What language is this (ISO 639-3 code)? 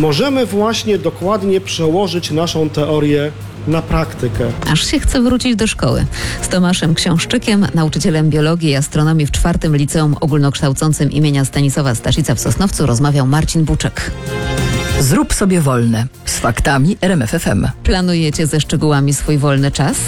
pol